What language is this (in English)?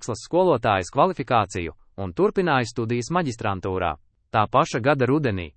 Latvian